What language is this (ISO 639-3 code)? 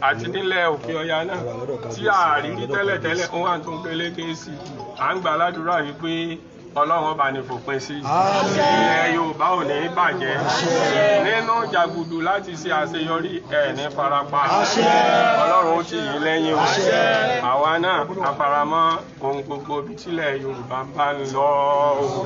yor